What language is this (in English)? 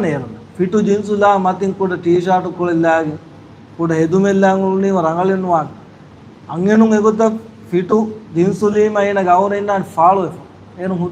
Divehi